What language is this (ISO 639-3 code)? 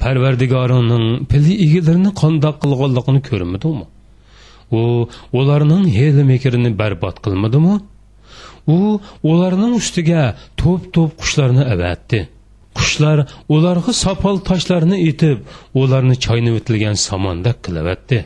uig